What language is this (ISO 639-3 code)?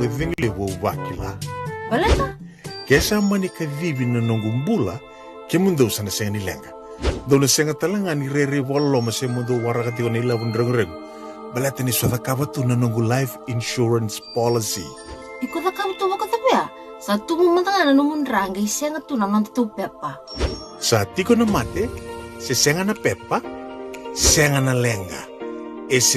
fij